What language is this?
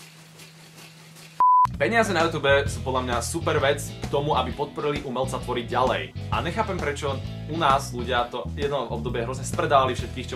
Slovak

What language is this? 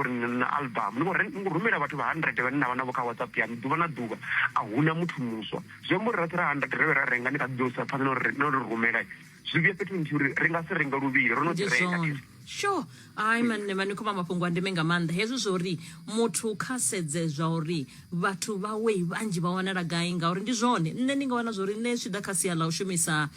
Venda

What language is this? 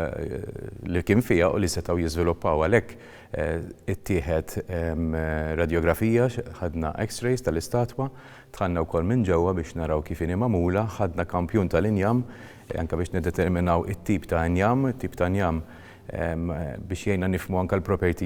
Maltese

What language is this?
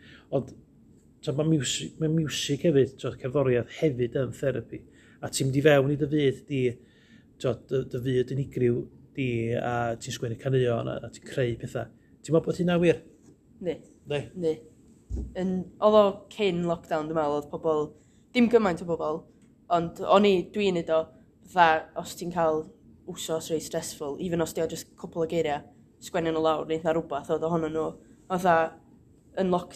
Welsh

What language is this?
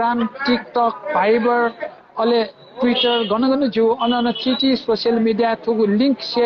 Newari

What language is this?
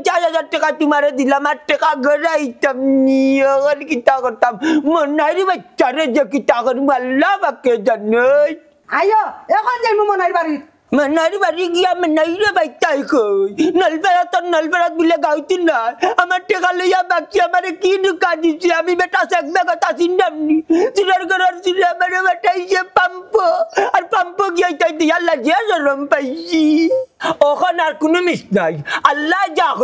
Sylheti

